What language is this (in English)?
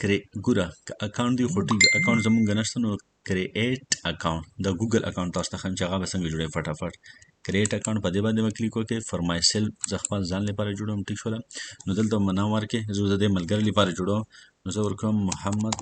Pashto